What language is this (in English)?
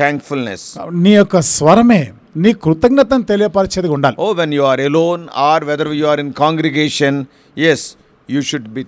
Telugu